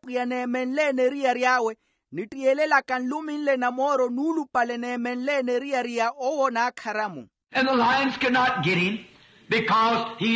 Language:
Makhuwa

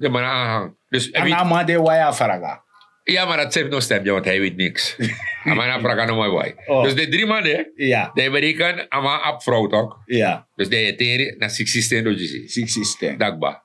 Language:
Sranan Tongo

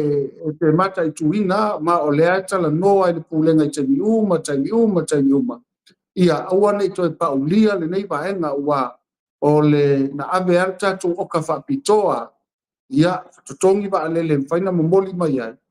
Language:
Samoan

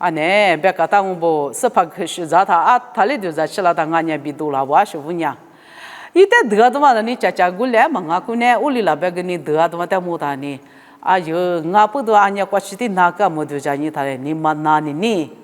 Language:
Lisu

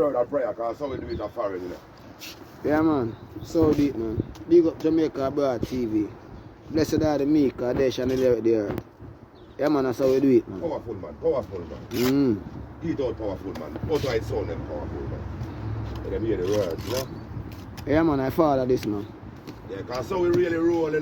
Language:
Jamaican Creole English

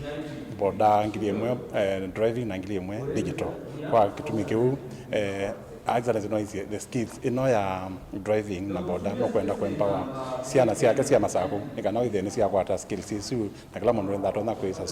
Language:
Kamba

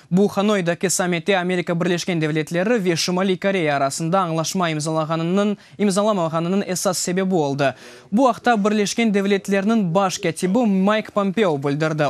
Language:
Crimean Tatar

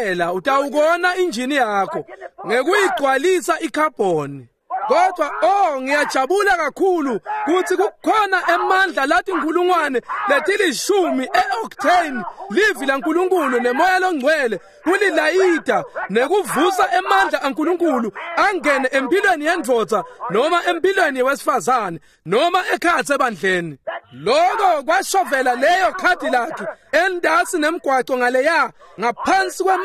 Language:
Swati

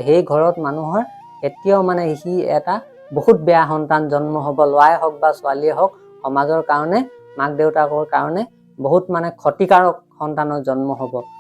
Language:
Assamese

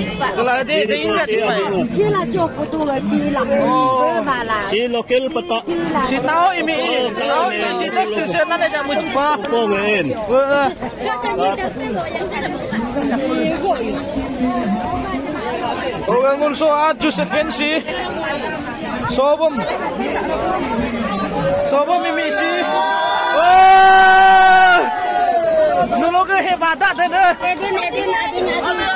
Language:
Malay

